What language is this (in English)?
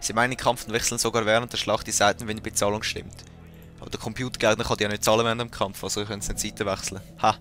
Swiss German